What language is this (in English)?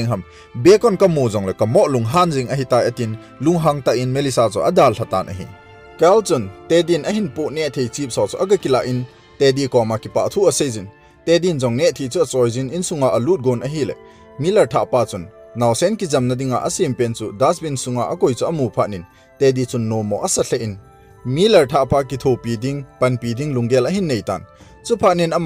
Thado Chin